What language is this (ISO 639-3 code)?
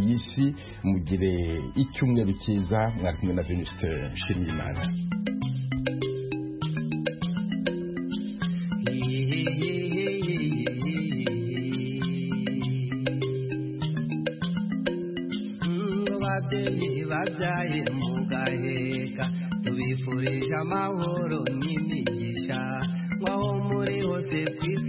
kin